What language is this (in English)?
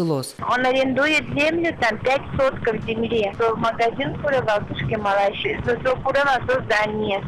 Udmurt